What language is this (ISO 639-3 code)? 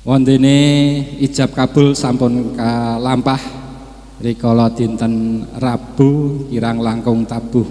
jav